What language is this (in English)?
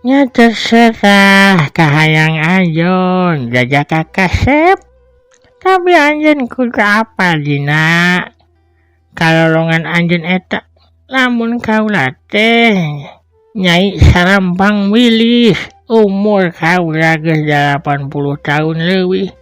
Sundanese